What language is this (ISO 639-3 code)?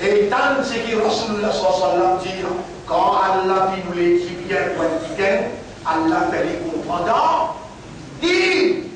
mfe